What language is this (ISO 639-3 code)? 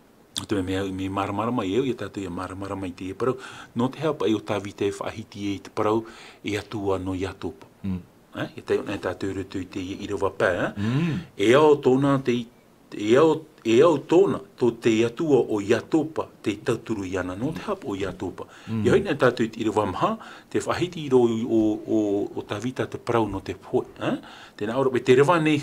tah